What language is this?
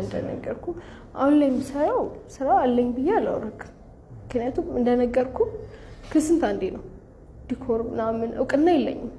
Amharic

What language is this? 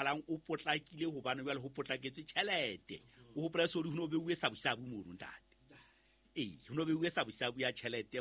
Southern Sotho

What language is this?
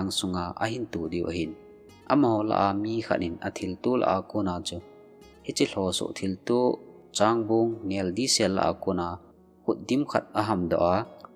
Thado Chin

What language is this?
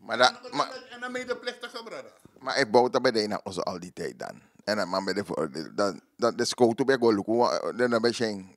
Sranan Tongo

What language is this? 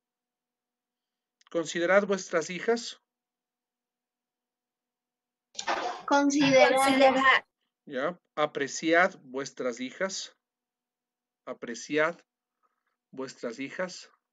Spanish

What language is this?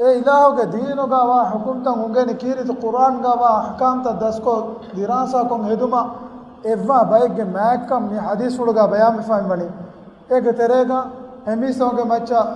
Divehi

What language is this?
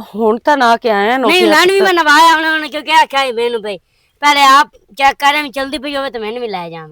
Western Panjabi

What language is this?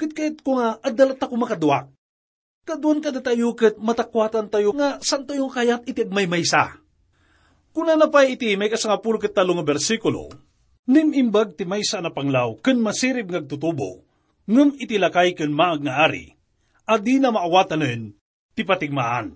Iloko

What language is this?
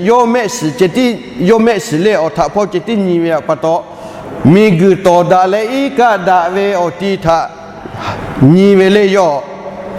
Lahu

